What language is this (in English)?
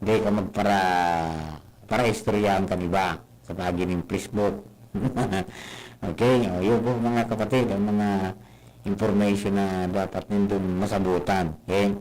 Bikol